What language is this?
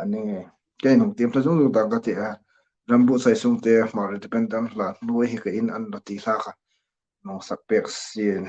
Hmar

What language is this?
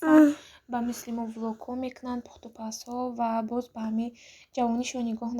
Tajik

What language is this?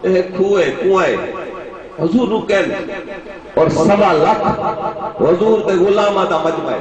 Saraiki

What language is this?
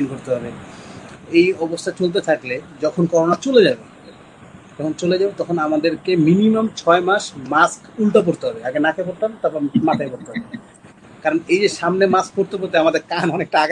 Bangla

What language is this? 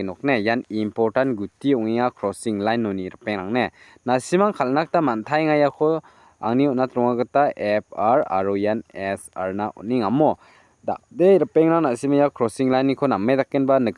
Garo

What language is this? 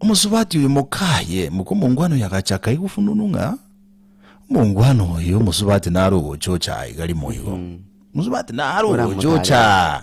Gusii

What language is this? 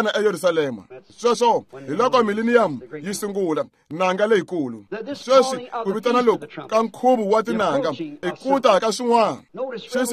Tsonga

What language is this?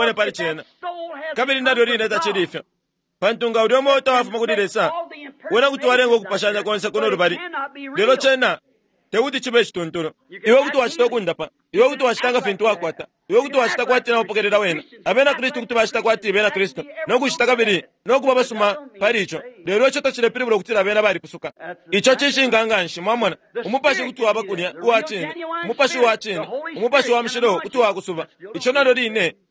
Bemba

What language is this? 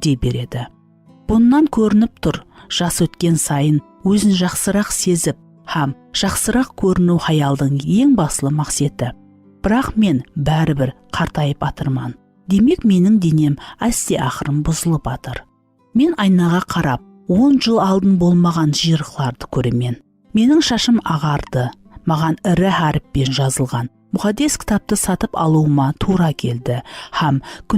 Kara-Kalpak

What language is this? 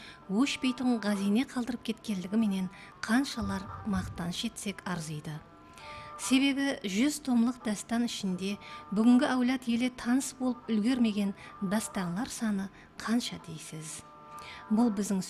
Kara-Kalpak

